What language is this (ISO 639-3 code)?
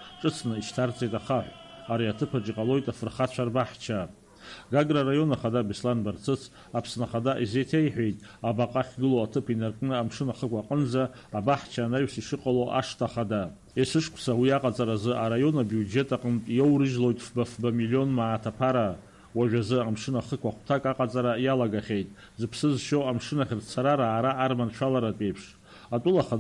abk